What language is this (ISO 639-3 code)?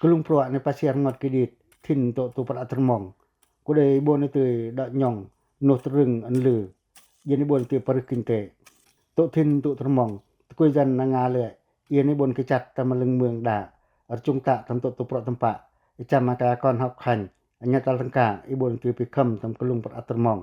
pac